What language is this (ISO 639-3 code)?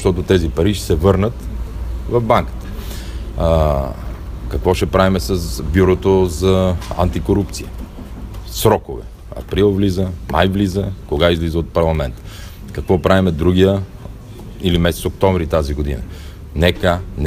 bul